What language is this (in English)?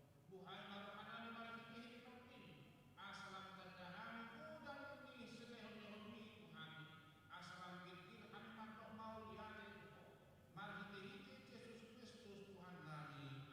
Batak Toba